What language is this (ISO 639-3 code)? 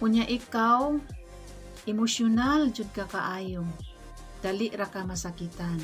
ceb